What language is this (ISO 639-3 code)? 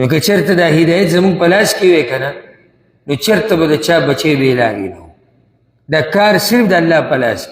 pus